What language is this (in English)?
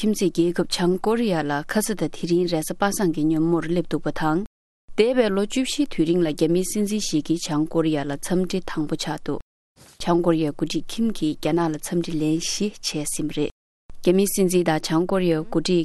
Tibetan